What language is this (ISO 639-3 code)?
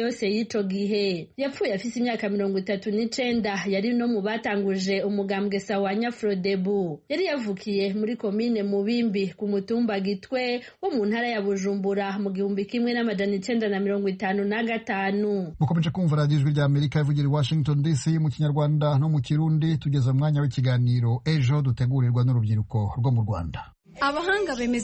kin